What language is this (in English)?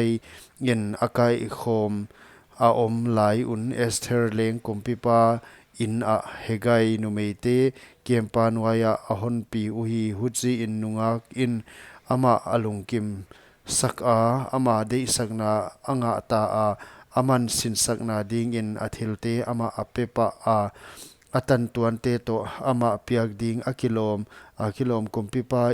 Paite Chin